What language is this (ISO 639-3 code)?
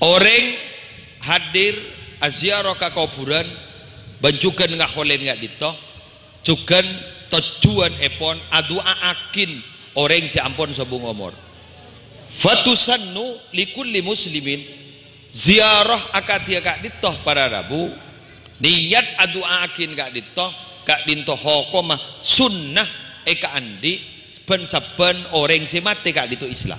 mad